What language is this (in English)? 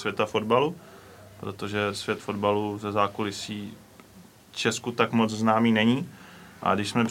Czech